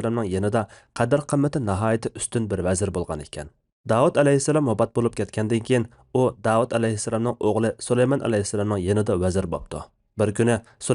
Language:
Uyghur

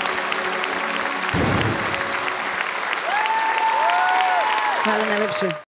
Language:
Serbian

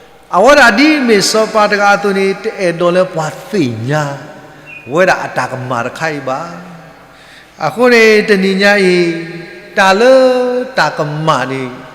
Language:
S'gaw Karen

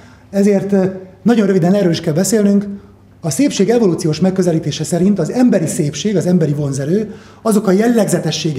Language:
Hungarian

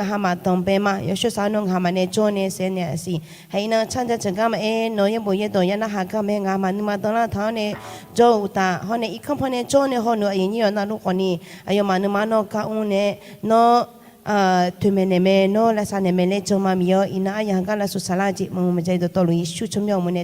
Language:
Akha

